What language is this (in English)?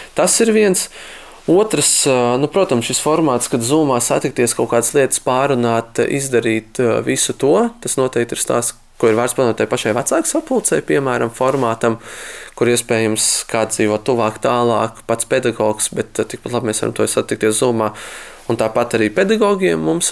Latvian